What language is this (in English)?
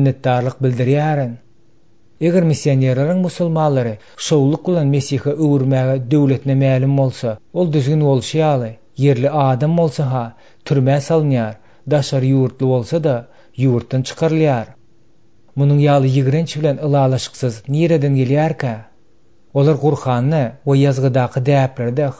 Turkmen